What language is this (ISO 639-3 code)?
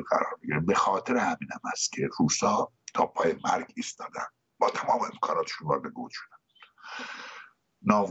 fas